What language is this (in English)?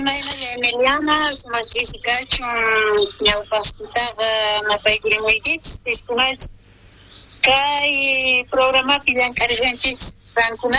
South Bolivian Quechua